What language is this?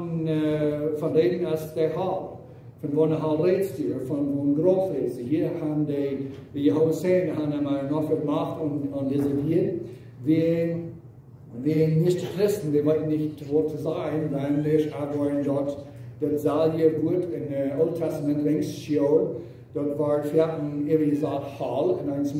Plautdietsch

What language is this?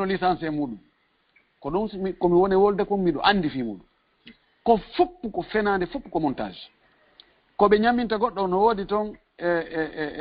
Fula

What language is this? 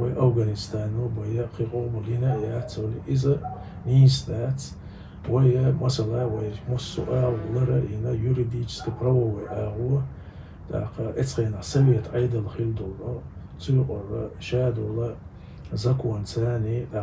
Chechen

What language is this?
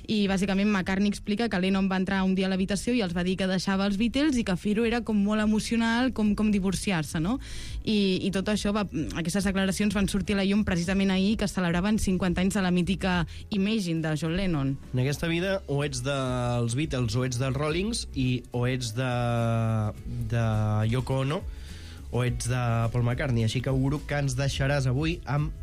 Catalan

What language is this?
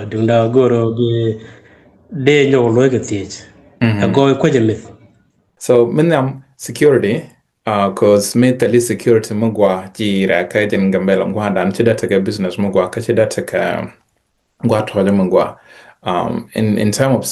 Nuer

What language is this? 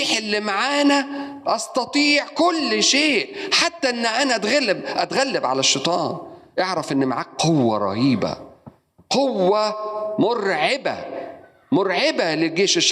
Egyptian Arabic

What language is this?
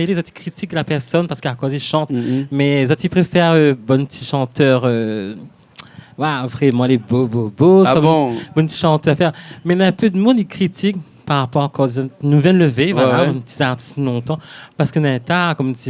Réunion Creole French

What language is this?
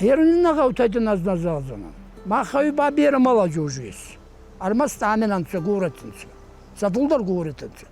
Ossetic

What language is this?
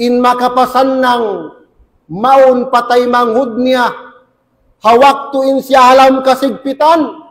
Tausug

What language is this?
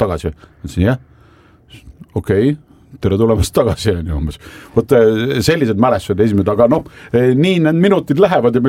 Estonian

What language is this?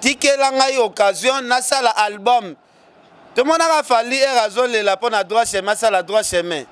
Lingala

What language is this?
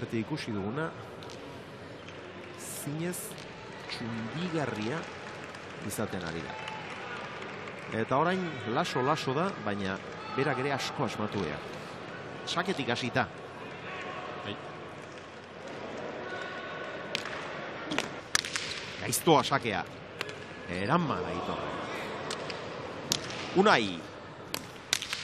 Basque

